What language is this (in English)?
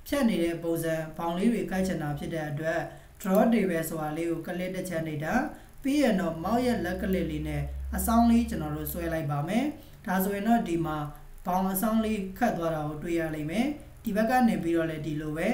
Burmese